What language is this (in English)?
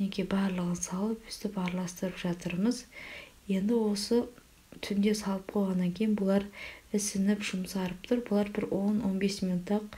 Kazakh